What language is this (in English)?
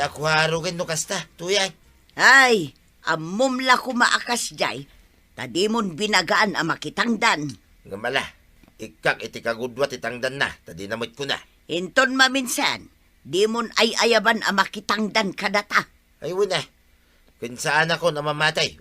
Iloko